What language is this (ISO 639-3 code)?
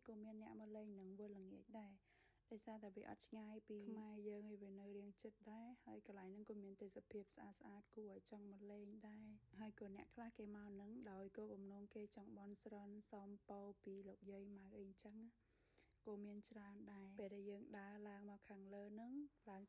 khm